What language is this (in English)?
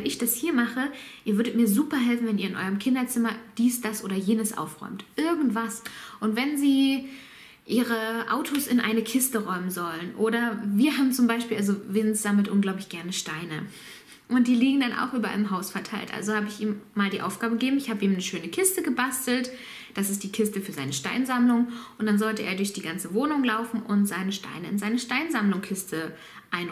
German